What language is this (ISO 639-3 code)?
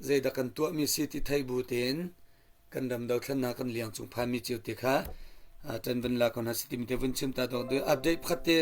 cnh